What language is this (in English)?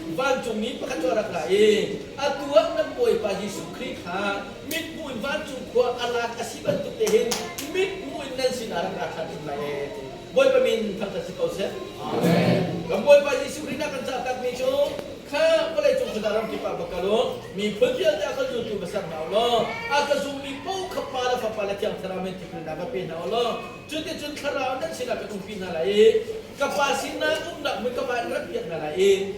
Hakha Chin